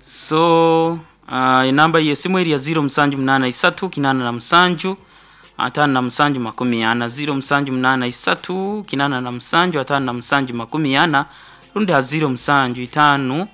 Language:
Nyoro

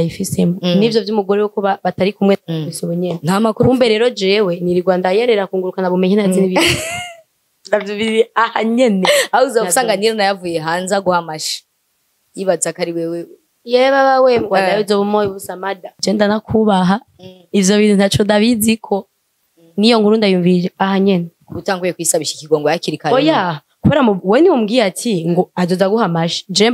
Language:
Rundi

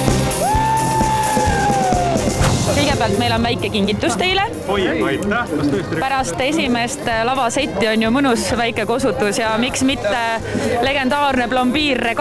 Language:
Estonian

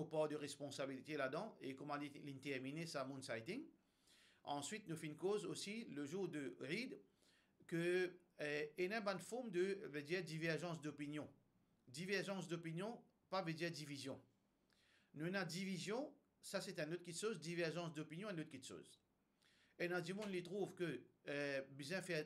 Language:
Morisyen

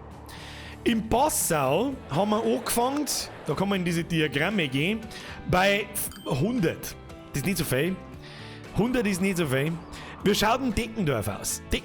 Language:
Bavarian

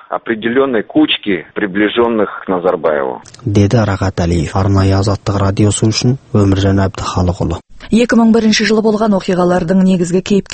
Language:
Kazakh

